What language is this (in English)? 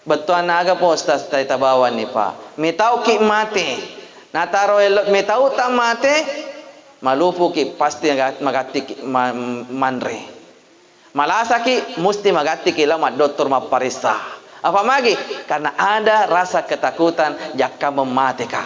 Buginese